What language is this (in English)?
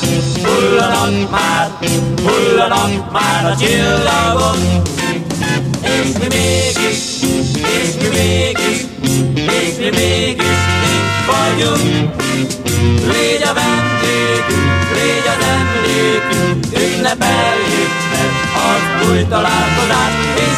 Hungarian